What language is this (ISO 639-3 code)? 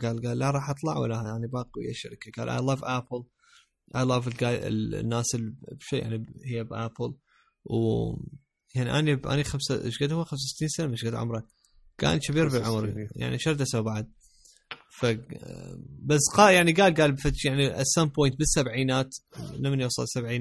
acm